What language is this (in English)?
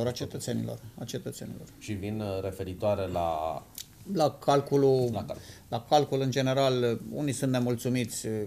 Romanian